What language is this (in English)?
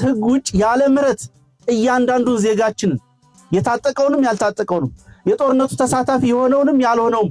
Amharic